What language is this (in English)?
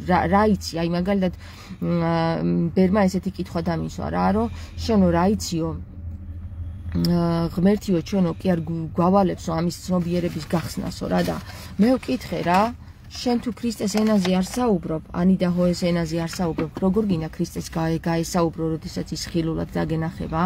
Georgian